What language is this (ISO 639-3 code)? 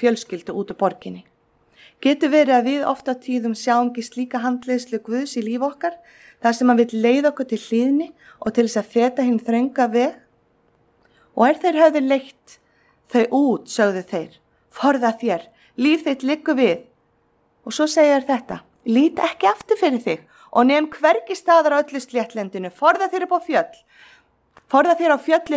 isl